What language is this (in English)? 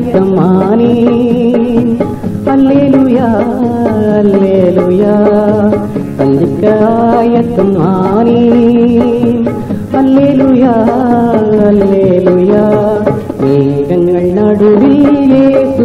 Tamil